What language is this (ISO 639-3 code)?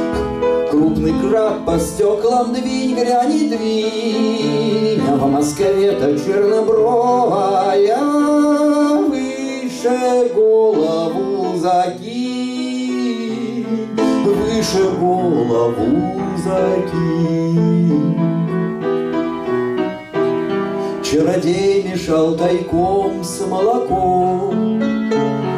rus